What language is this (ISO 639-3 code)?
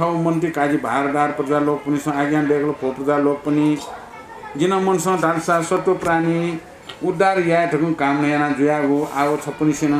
new